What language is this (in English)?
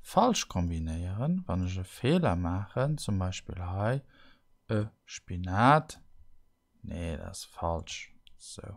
Luxembourgish